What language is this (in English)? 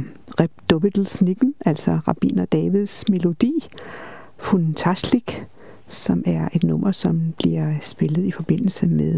Danish